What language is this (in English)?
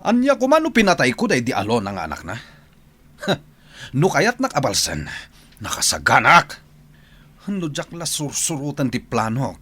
Iloko